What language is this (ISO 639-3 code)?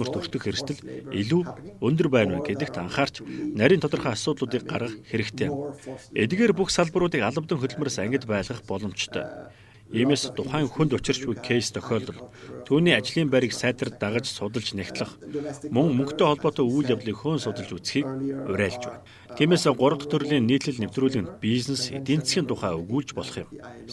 mon